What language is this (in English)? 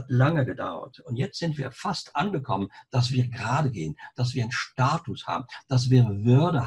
German